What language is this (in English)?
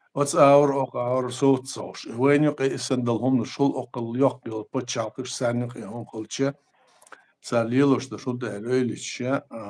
Chechen